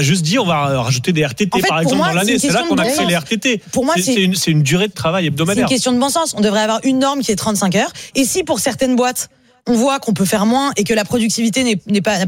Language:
French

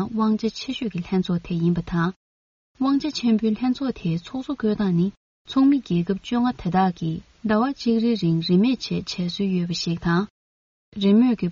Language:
Tibetan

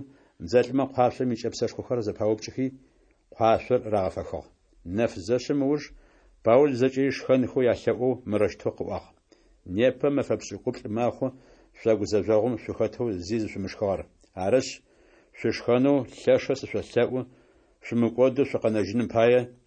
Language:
Adyghe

